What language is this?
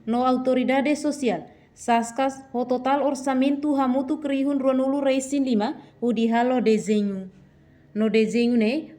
Tetum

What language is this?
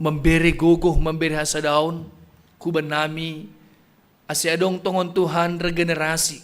Batak Simalungun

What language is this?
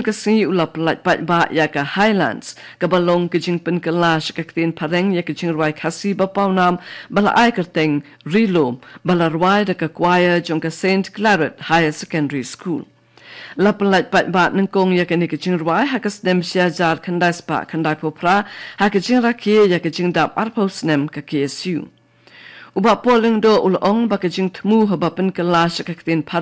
Khasi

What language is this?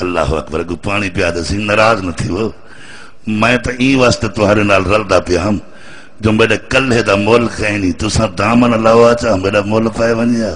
Saraiki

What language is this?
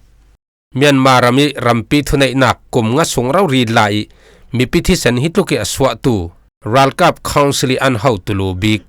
Falam Chin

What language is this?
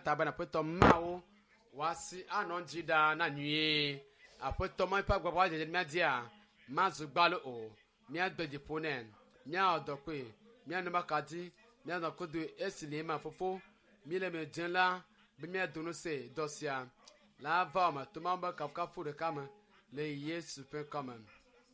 Ewe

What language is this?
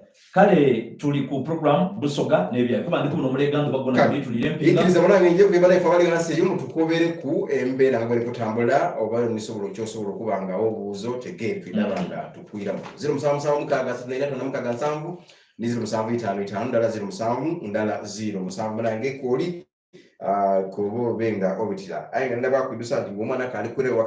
Soga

